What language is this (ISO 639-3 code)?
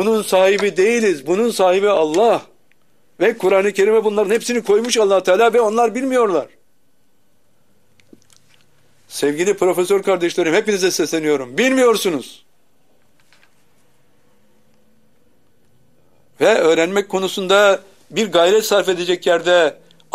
tur